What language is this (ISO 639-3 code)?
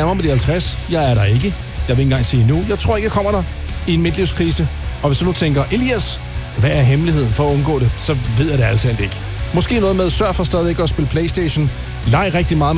dan